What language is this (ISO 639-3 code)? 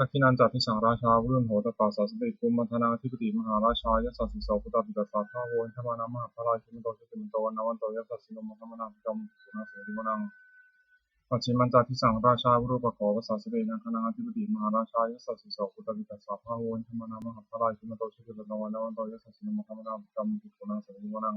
pli